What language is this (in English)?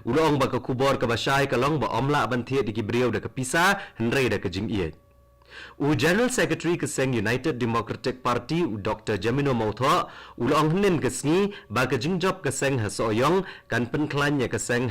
Khasi